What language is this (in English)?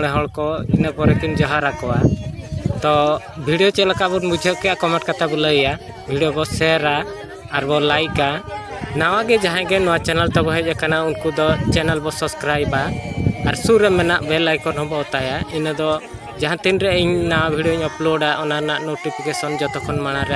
Santali